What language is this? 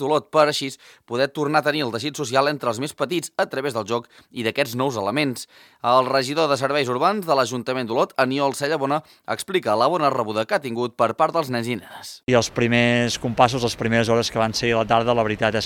Catalan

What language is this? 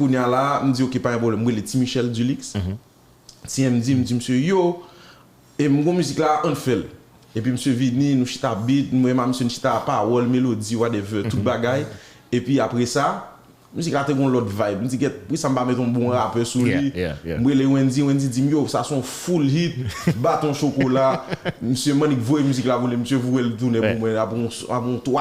Haitian Creole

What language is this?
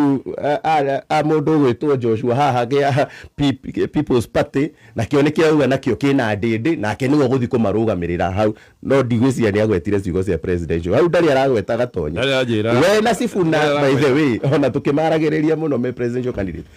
Kikuyu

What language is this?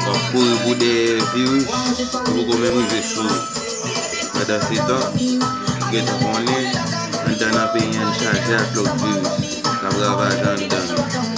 Haitian Creole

